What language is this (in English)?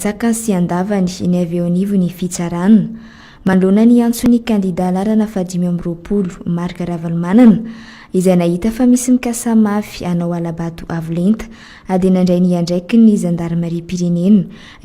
Malagasy